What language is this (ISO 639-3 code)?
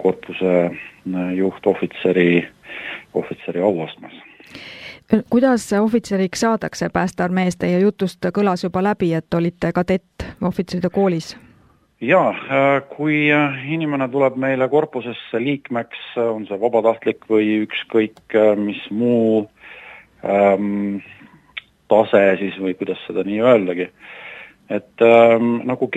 est